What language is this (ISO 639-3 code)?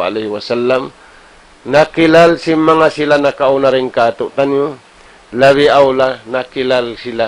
tsg